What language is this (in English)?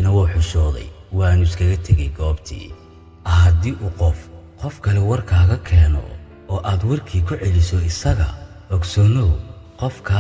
Somali